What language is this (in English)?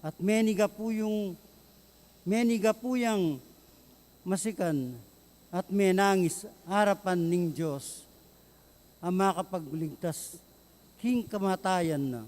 Pampanga